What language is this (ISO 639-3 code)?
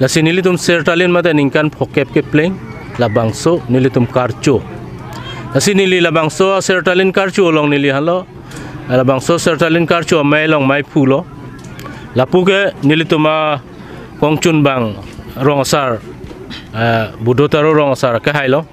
mjw